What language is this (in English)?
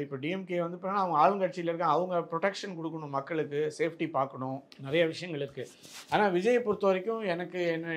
Tamil